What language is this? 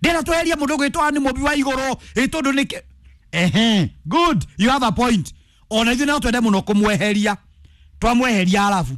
Kikuyu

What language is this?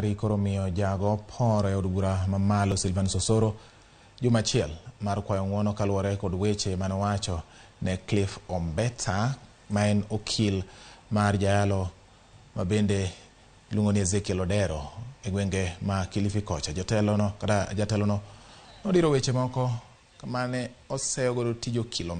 Luo (Kenya and Tanzania)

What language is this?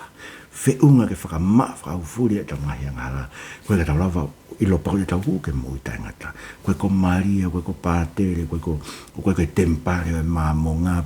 Tongan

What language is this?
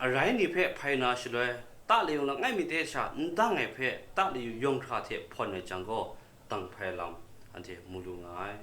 Kachin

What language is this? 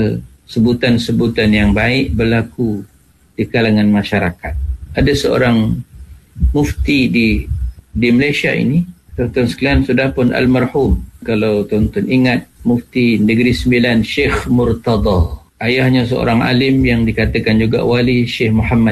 Malay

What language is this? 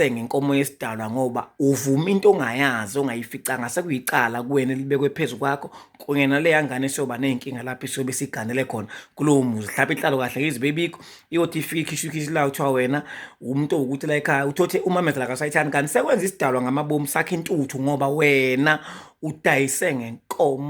Zulu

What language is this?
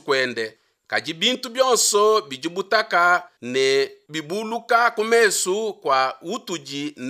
Luba-Lulua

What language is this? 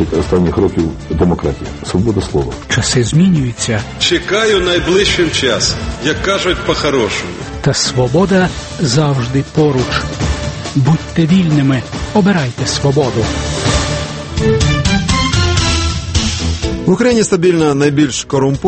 Ukrainian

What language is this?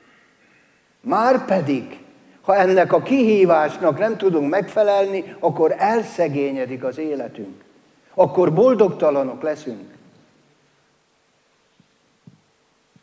Hungarian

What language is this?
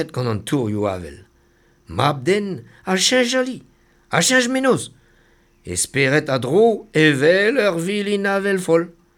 Breton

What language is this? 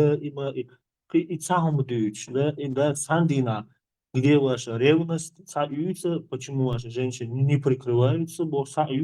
Chechen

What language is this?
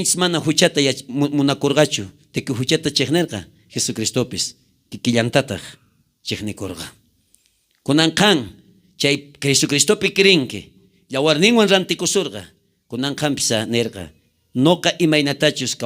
South Bolivian Quechua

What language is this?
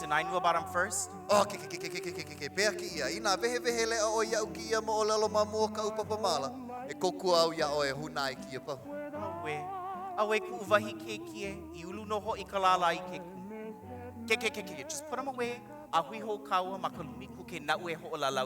Hawaiian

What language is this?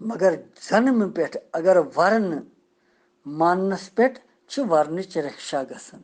Kashmiri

